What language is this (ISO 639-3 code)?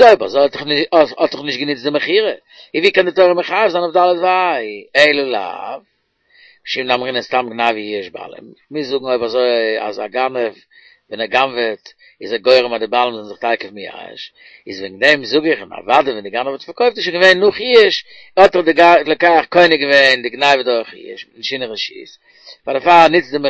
yid